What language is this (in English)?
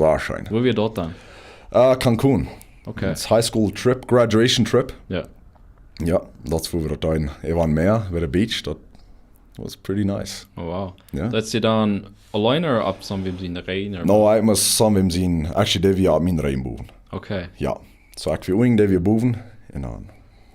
Plautdietsch